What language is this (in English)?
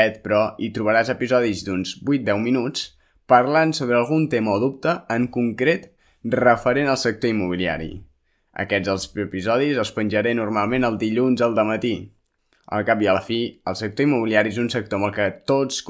Catalan